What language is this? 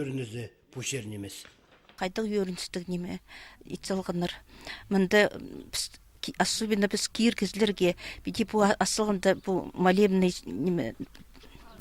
Khakas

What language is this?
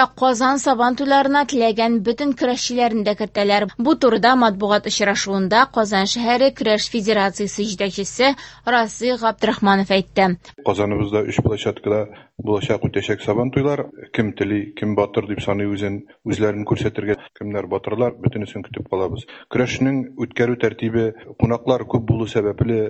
Tatar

